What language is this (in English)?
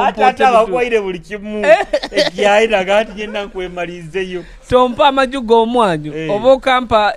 Nyoro